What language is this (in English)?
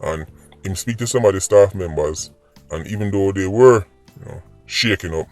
Jamaican Creole English